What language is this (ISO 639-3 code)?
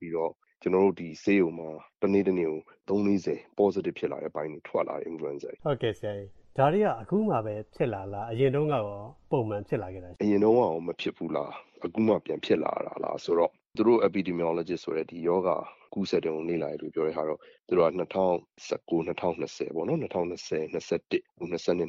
mya